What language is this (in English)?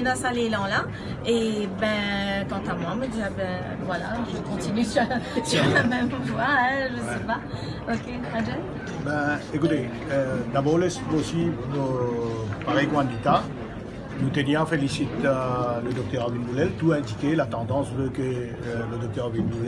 Morisyen